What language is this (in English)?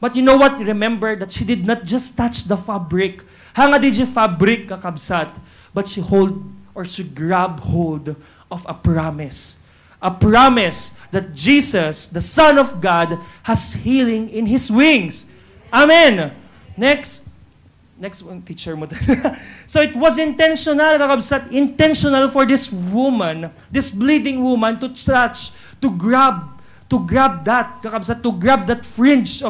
Iloko